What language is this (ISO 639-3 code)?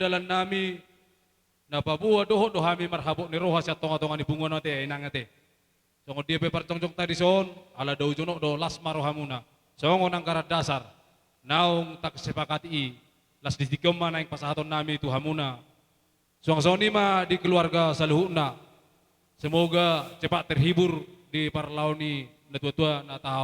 bbc